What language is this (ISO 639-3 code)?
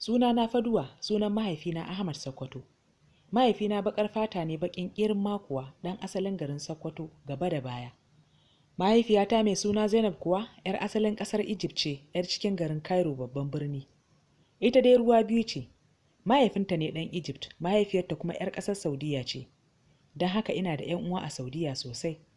hau